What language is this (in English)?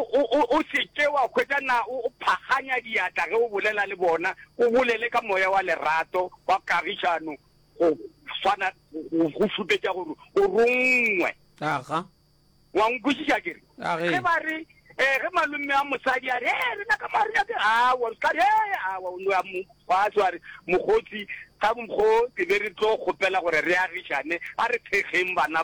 Northern Sotho